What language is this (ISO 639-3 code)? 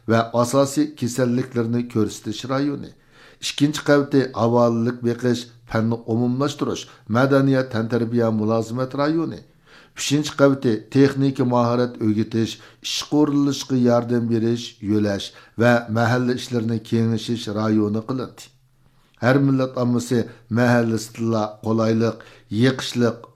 uig